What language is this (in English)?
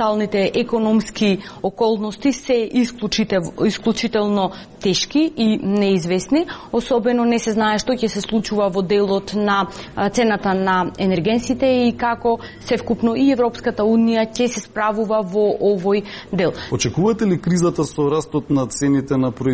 Macedonian